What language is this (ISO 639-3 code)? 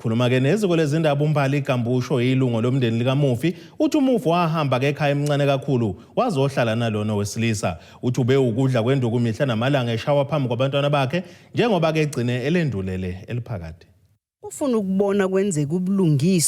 zul